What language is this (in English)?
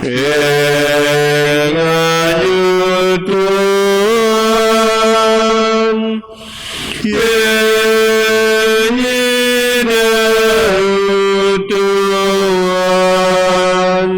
Biatah Bidayuh